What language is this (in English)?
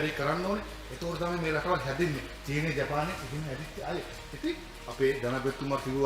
Sinhala